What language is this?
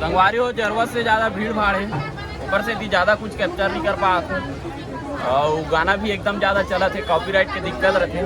Chhattisgarhi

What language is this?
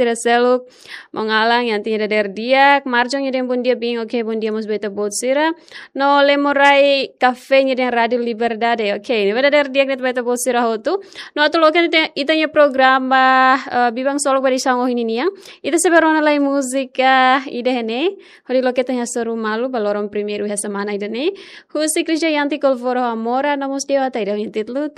Tetum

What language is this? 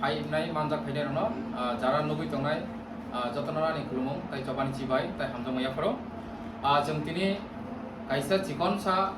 Kok Borok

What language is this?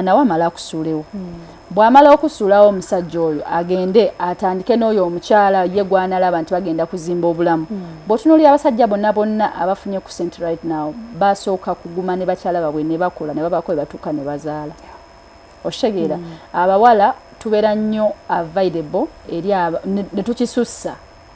Ganda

